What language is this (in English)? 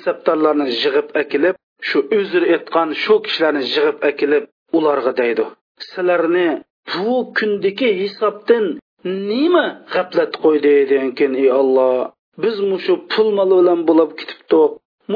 Uyghur